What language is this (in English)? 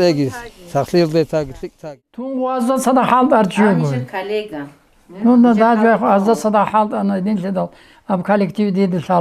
Avaric